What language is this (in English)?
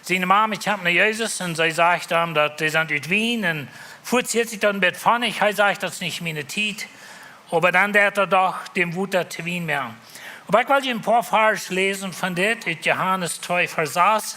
Plautdietsch